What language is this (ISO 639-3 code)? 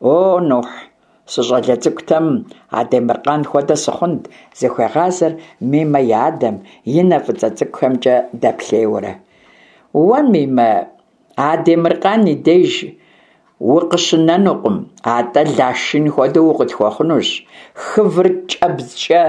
kbd